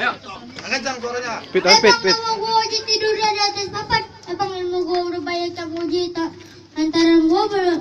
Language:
Betawi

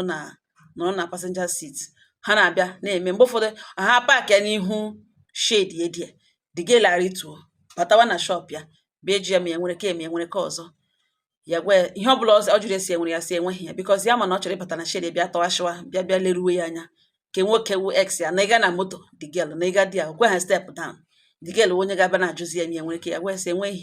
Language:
Igbo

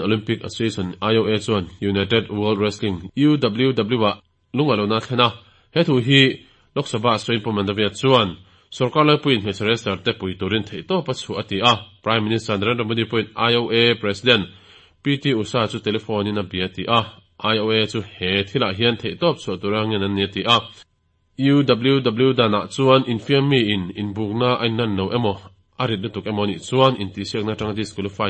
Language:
Mizo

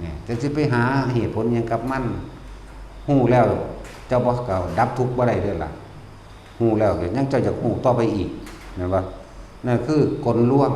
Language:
Lao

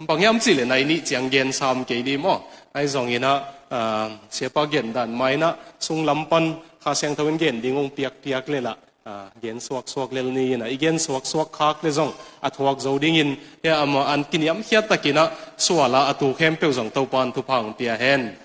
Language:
Tedim Chin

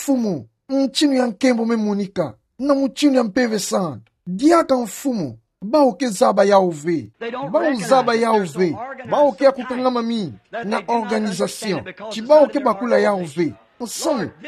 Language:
Kituba (Democratic Republic of Congo)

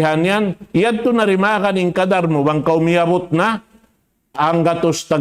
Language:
Tausug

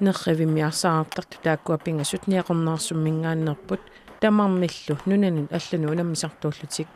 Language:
Kalaallisut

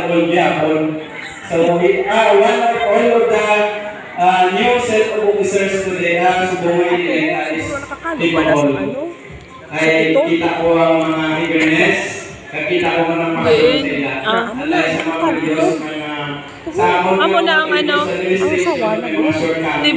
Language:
Hiligaynon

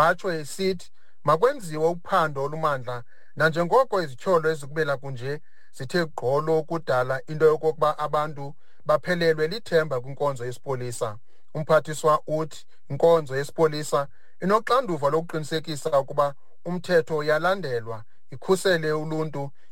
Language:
Xhosa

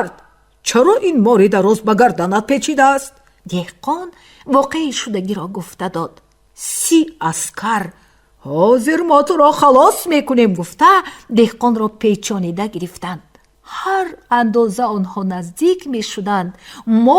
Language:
Tajik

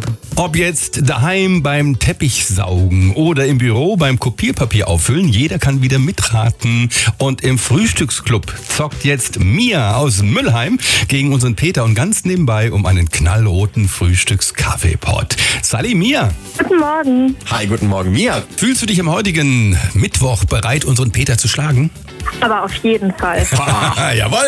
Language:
German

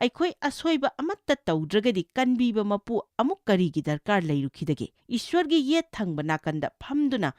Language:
Manipuri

